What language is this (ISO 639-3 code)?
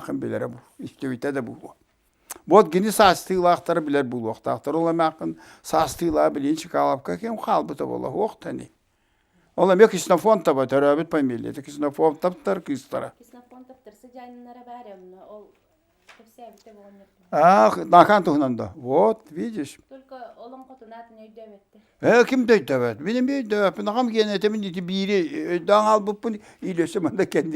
sah